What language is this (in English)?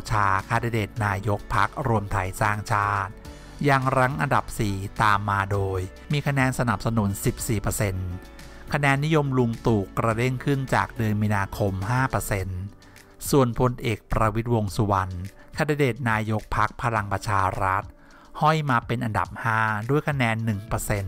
Thai